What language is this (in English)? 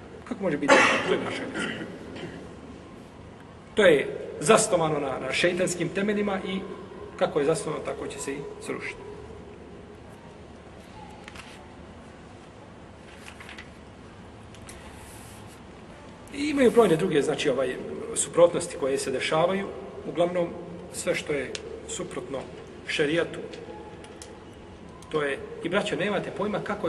Bosnian